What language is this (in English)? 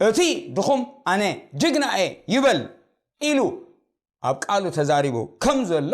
Tigrinya